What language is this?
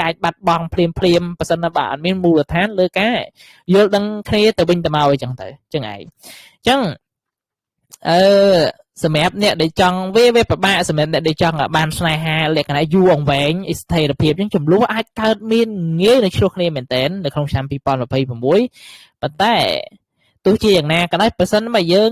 Khmer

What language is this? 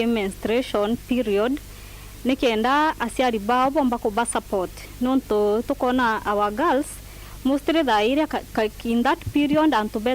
Meru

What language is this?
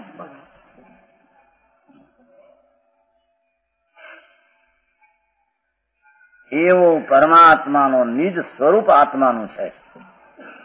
Gujarati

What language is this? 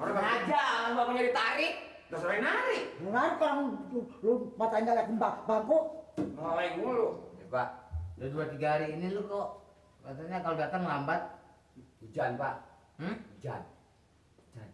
Betawi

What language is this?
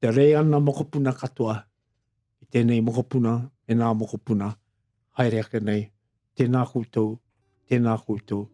Māori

